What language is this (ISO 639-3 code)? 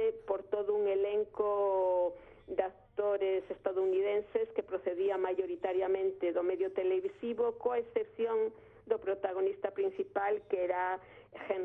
glg